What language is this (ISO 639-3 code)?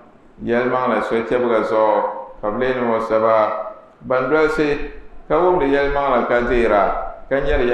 dag